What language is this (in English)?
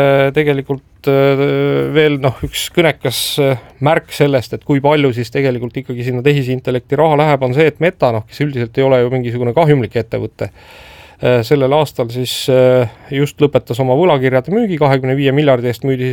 Estonian